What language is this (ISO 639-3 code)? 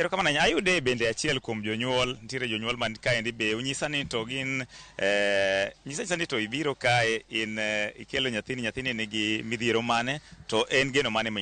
luo